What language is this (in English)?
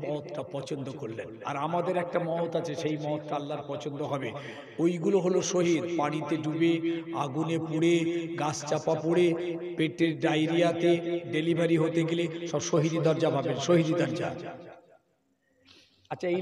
Bangla